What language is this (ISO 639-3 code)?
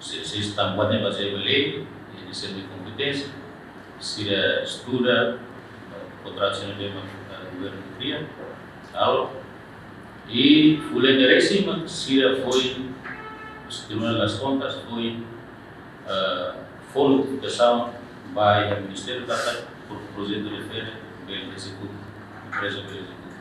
tet